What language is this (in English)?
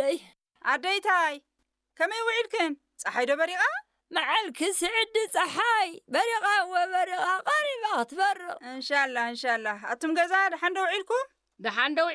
Tigrinya